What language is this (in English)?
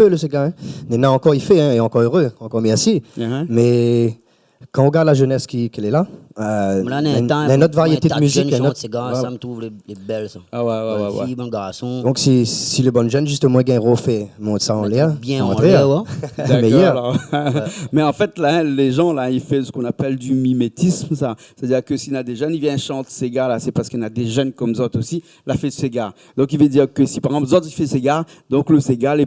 Réunion Creole French